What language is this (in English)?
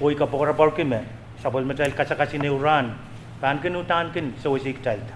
Pohnpeian